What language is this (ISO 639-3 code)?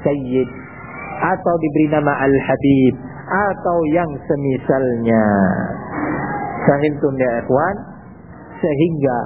ind